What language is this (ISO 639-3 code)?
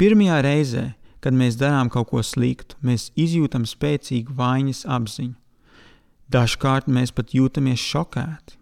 lav